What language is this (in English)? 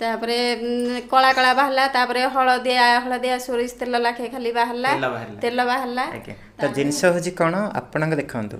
Odia